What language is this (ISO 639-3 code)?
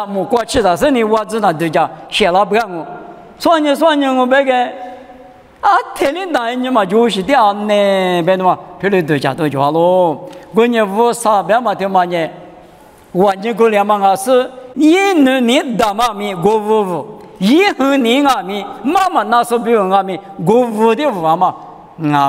lis